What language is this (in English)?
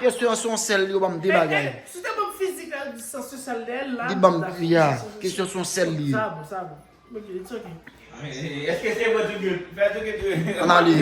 Haitian Creole